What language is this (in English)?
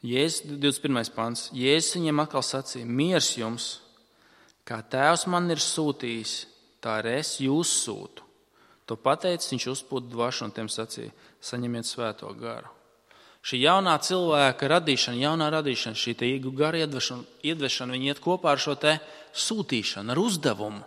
Latvian